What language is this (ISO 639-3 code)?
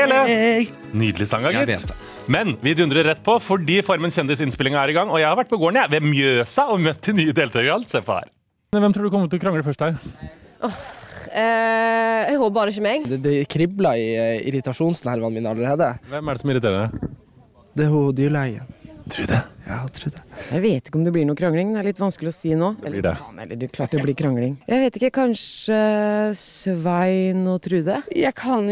nor